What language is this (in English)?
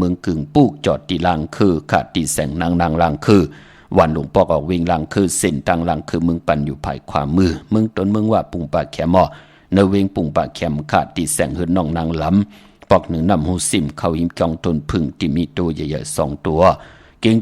Shan